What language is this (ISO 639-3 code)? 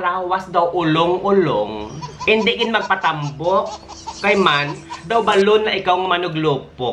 hil